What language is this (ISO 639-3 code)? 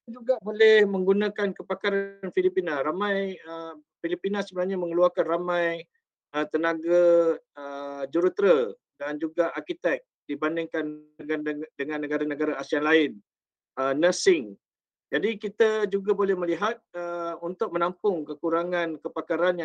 msa